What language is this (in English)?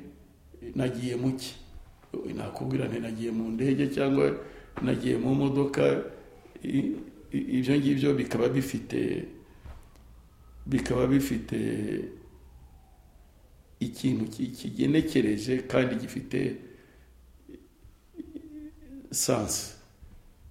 Kinyarwanda